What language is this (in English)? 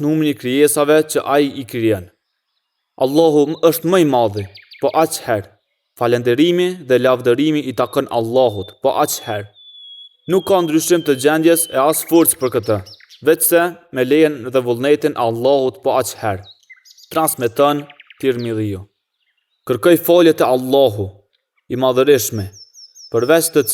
Albanian